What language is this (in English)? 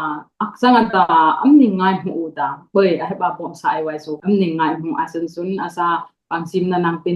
Dimasa